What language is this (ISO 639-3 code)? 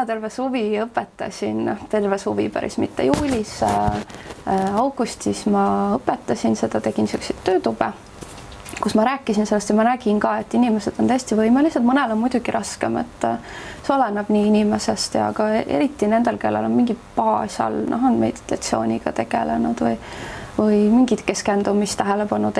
est